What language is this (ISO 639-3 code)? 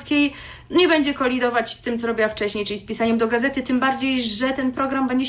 pol